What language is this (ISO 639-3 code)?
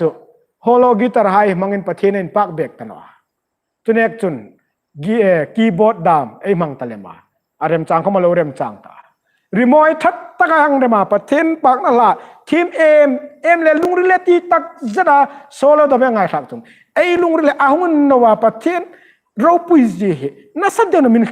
hmr